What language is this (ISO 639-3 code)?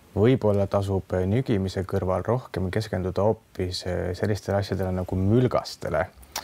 est